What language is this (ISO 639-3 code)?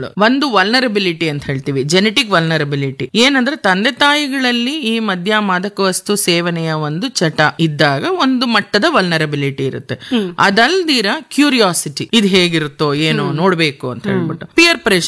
kan